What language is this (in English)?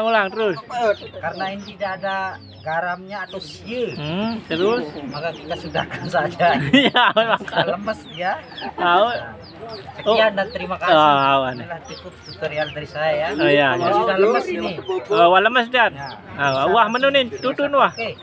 Sasak